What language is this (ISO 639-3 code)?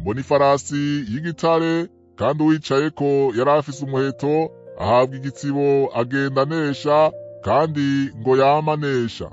run